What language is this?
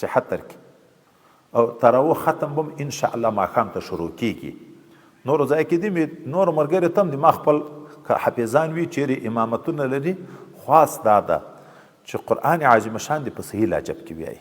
Pashto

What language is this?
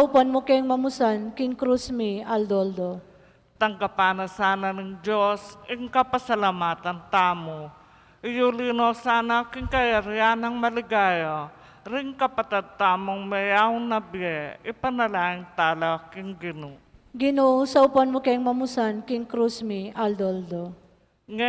Pampanga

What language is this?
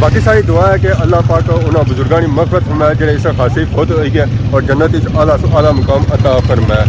Pahari-Potwari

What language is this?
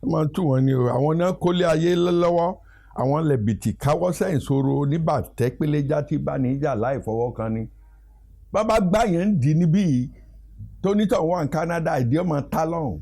Yoruba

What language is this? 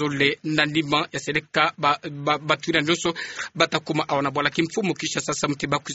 Kituba (Democratic Republic of Congo)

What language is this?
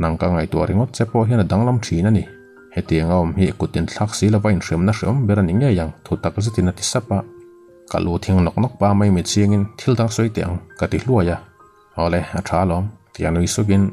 Mizo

